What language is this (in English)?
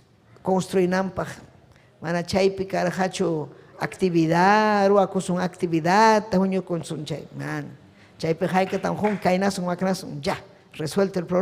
Ayacucho Quechua